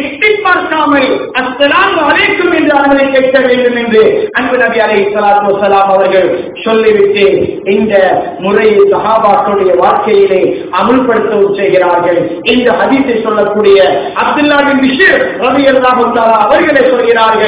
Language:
Tamil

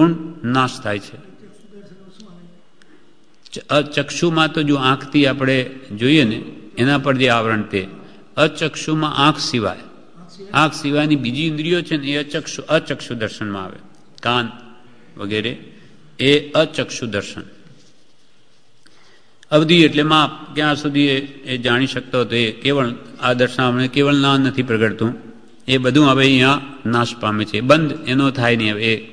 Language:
Gujarati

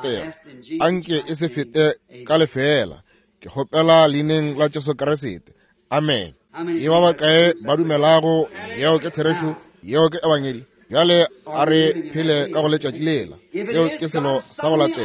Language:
Northern Sotho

